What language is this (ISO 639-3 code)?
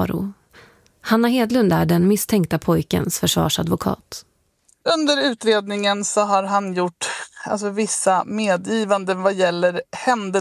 swe